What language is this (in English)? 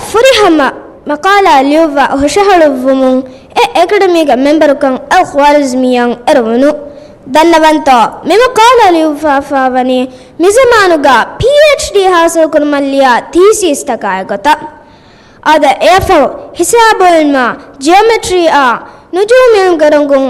Divehi